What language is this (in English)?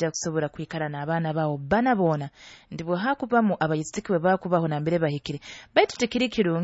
Nyoro